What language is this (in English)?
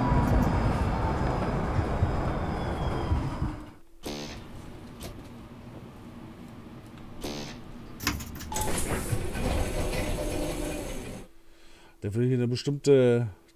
German